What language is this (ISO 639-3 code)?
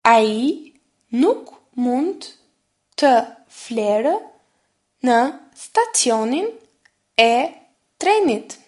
sqi